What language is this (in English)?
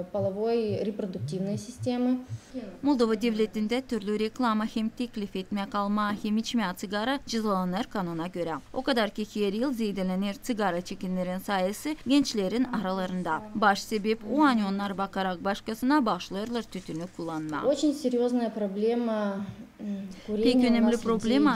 Gagauz